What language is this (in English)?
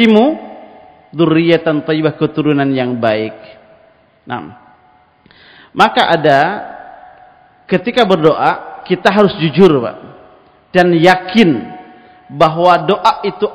Indonesian